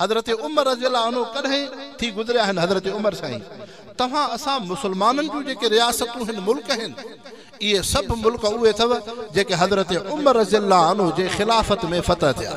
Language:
Sindhi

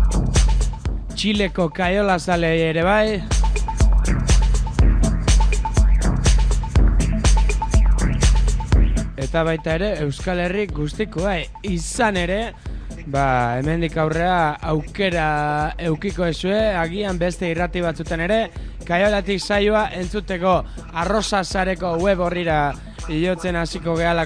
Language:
Basque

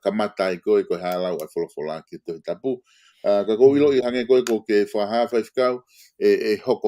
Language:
Tongan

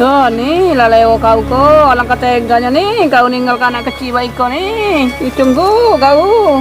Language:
Musi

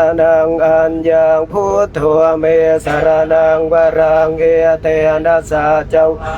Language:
Pali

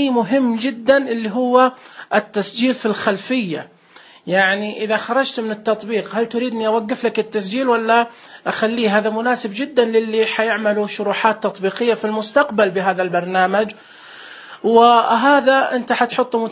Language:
Najdi Arabic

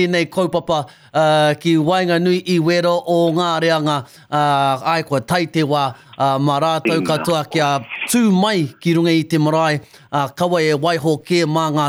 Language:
Māori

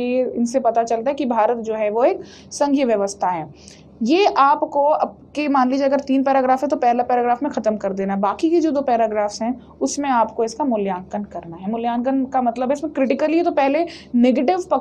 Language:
Hindi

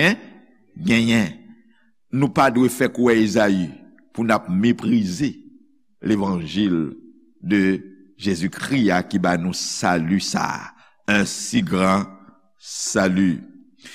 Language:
Haitian Creole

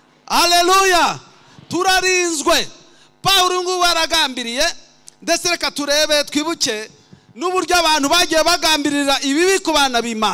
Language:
Kinyarwanda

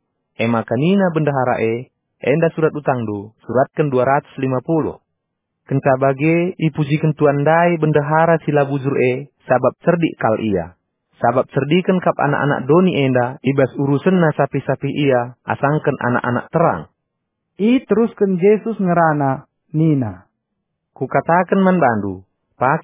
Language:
Batak Karo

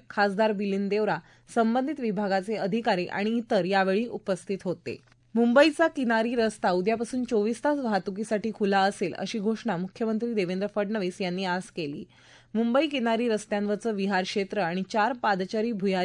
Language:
Marathi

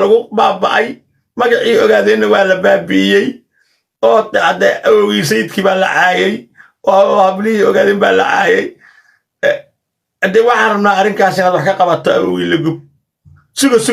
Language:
Somali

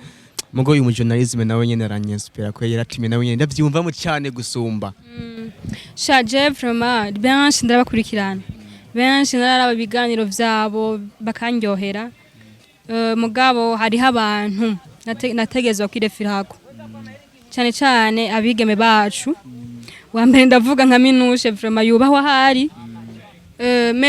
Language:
Rundi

